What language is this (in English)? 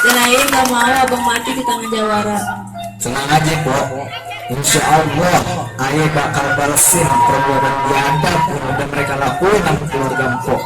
Betawi